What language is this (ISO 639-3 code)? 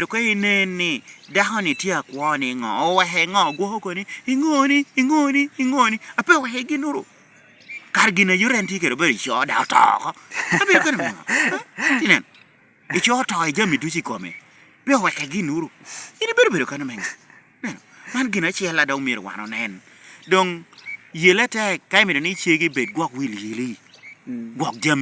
laj